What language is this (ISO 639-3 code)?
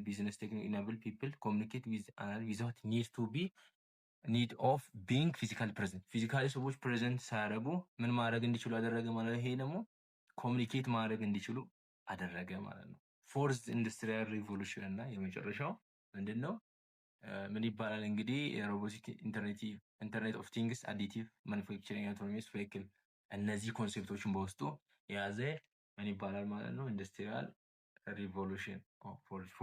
amh